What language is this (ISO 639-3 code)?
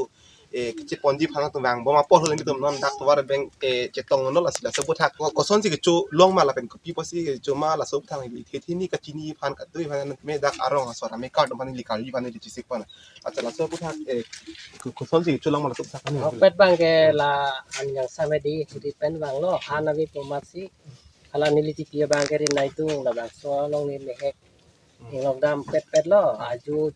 mjw